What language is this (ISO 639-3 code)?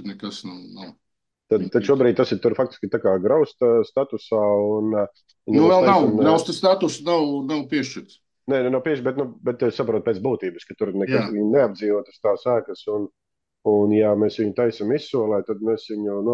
lav